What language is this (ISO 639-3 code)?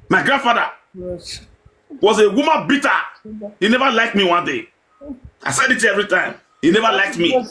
pcm